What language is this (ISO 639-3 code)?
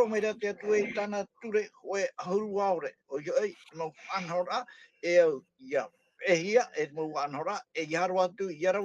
tah